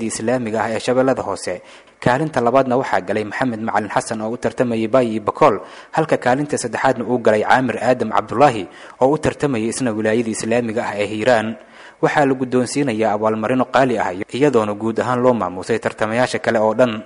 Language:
Somali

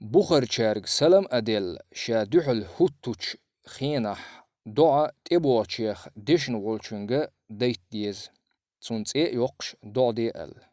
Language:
Chechen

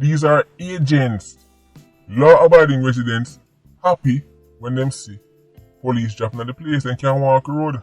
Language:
Jamaican Creole English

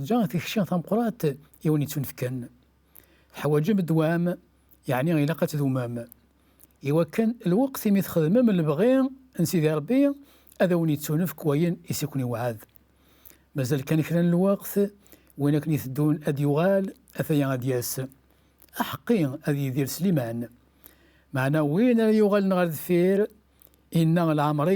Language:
Kabyle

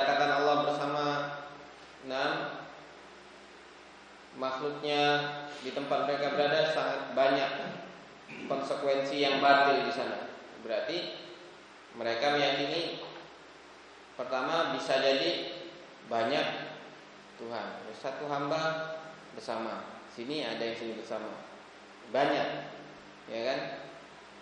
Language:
Indonesian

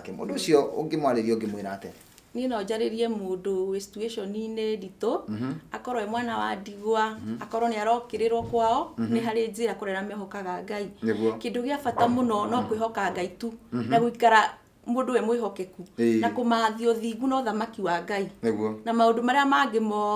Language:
Kikuyu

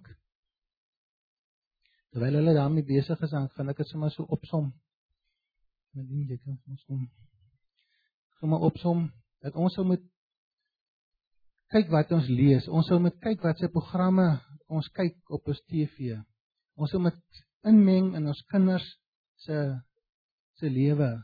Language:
Afrikaans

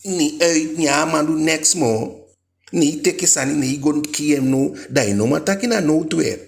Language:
Eastern Maroon Creole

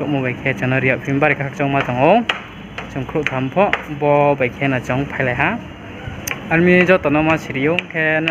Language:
Riang (India)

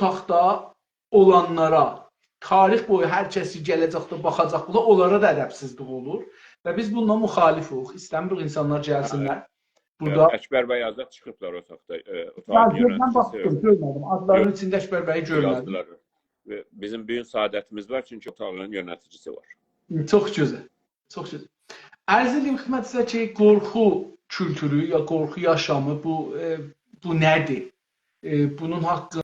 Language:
South Azerbaijani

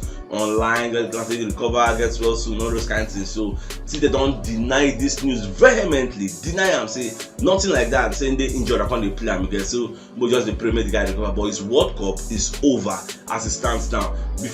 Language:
Nigerian Pidgin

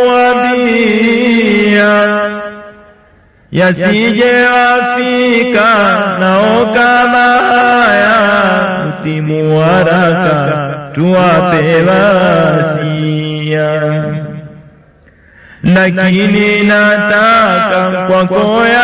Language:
Swahili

